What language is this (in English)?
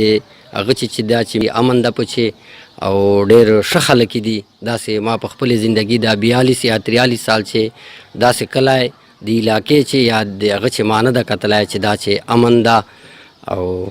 Pashto